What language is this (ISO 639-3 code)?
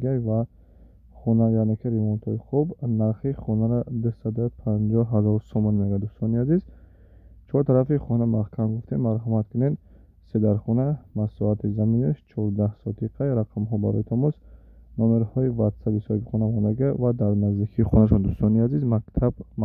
tgk